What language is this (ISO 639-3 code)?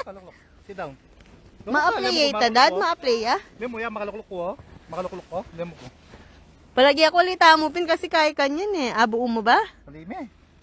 pam